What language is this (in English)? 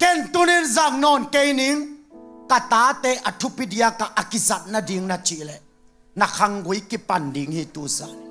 Tedim Chin